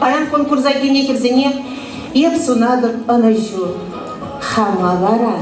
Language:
Chuvash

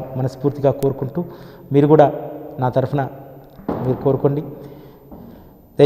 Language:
Telugu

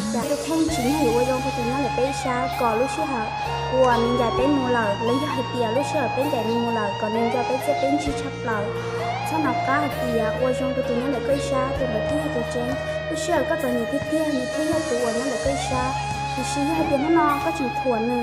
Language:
Hmong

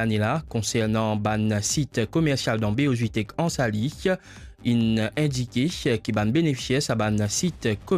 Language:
Morisyen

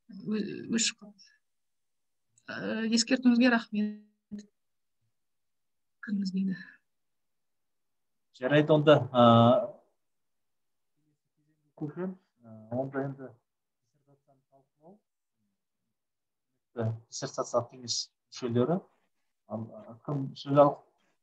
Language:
Kazakh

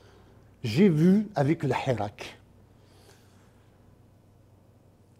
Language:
French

